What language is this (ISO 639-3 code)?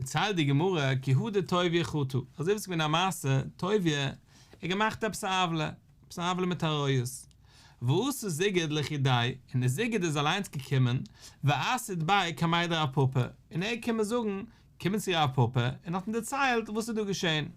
yid